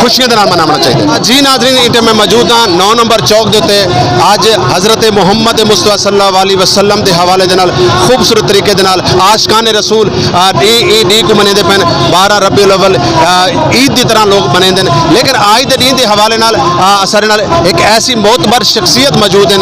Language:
Saraiki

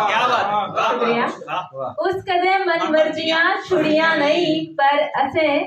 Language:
Dogri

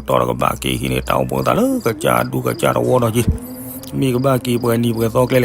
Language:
S'gaw Karen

